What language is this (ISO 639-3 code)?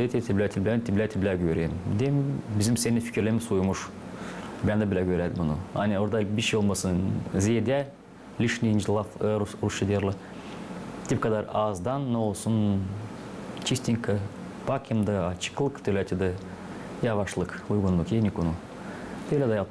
gag